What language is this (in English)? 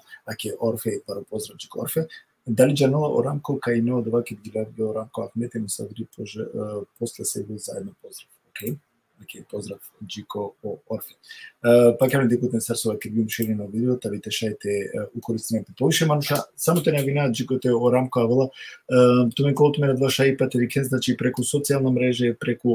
Balkan Romani